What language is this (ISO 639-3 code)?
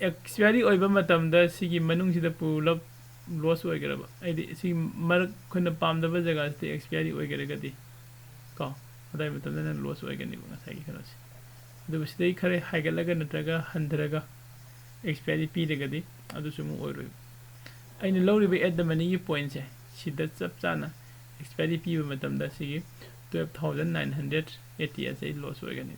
mni